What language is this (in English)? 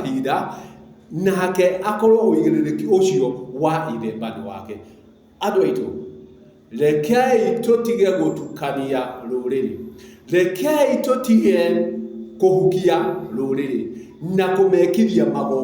Kikuyu